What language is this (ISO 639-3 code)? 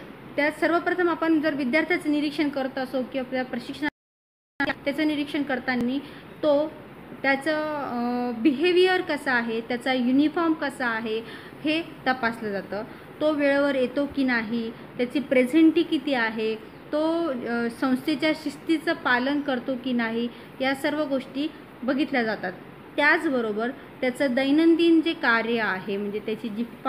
mar